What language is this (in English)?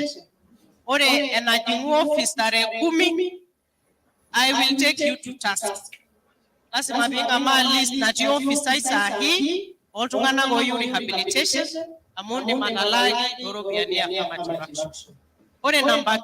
Masai